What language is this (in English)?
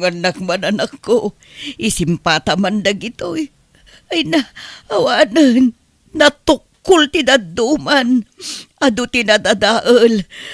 Iloko